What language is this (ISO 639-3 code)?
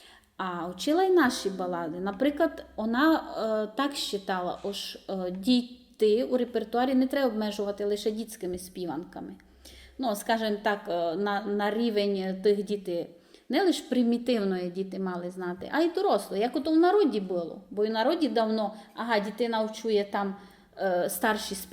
rue